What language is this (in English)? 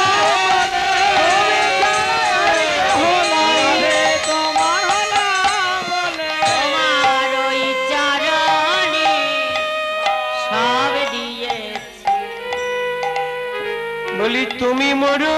Bangla